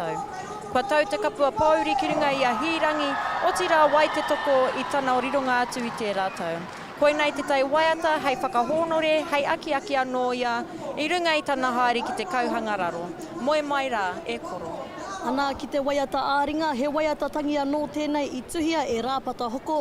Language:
Māori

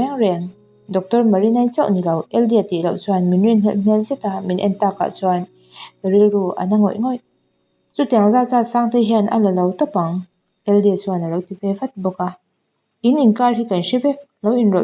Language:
Mizo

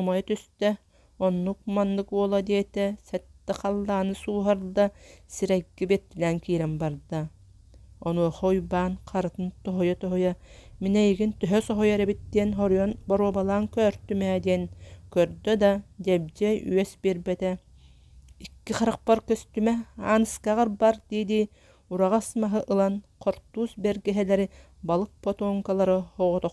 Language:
Yakut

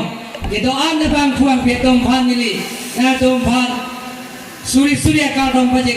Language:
Karbi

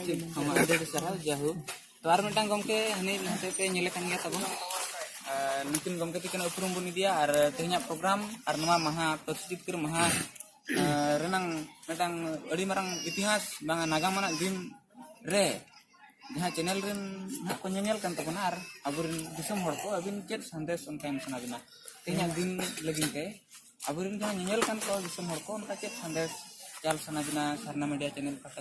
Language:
Santali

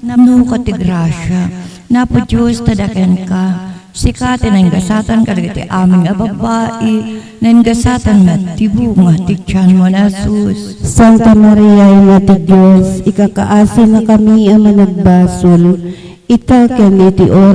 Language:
Iloko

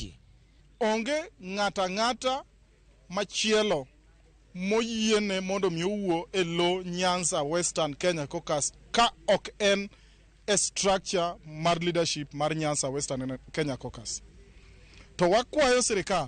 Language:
Luo (Kenya and Tanzania)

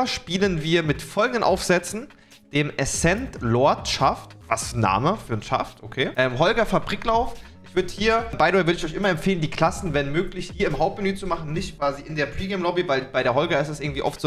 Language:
German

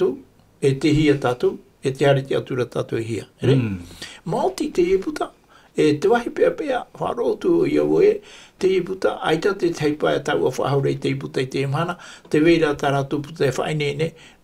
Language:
Tahitian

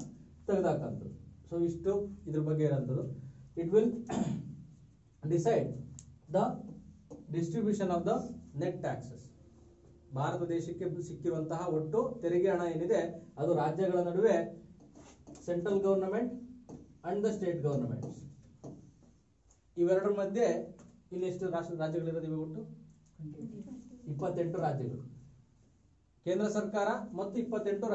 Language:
Kannada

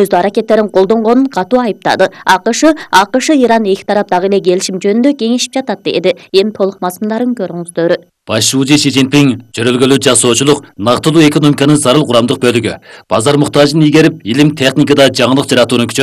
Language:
Kyrgyz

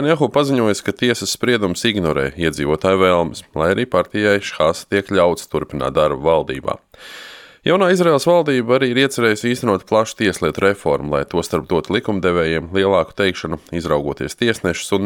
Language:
Latvian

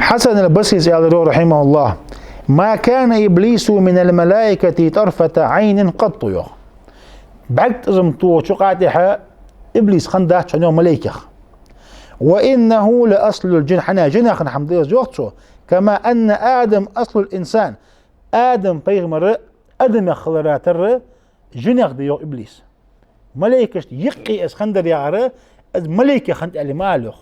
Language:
Ingush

